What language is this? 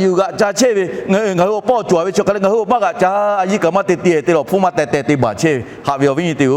Lahu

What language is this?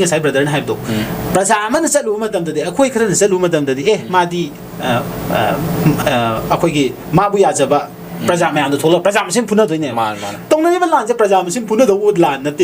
Manipuri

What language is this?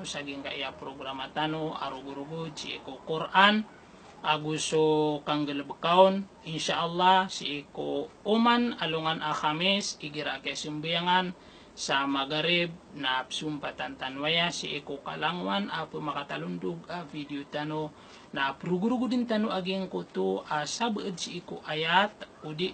Maranao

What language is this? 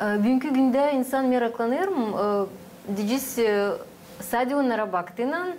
Gagauz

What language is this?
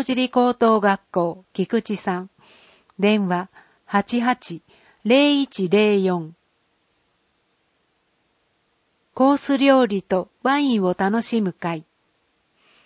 Japanese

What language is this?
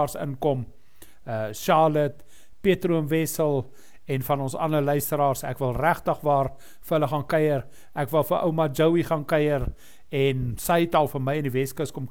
Afrikaans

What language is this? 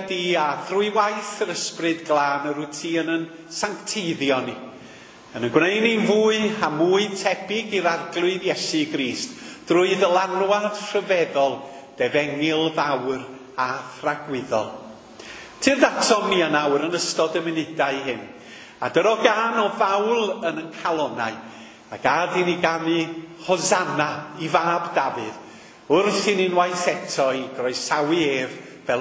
Welsh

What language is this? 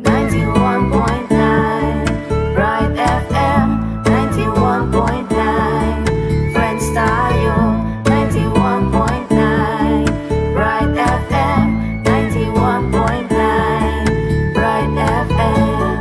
Pampanga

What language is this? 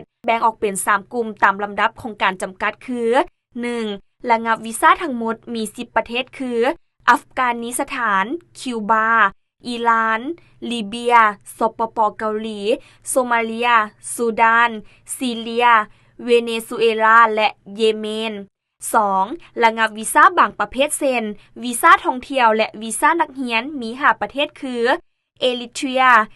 Lao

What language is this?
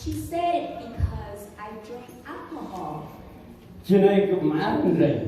Central Mnong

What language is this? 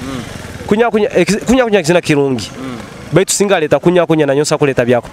Nyoro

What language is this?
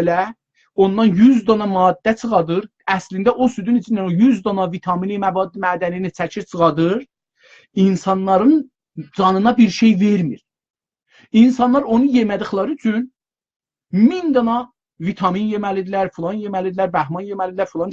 South Azerbaijani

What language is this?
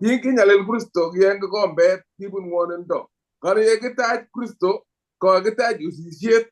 Kalenjin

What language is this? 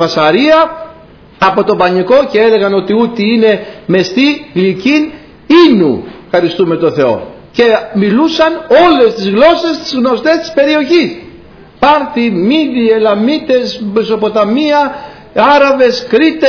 Greek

